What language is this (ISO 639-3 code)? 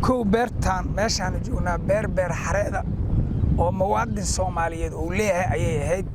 som